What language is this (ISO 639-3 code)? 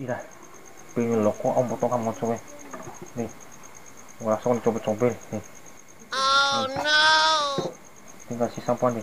bhp